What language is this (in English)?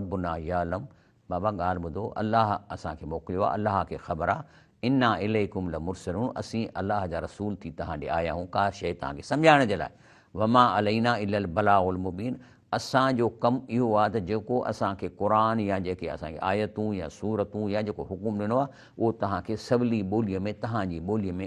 Sindhi